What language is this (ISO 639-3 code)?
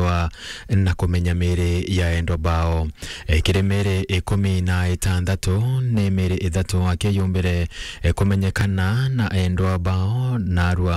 mer